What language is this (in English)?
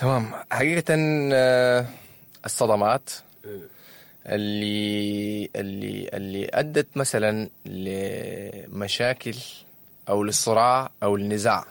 Sudanese Arabic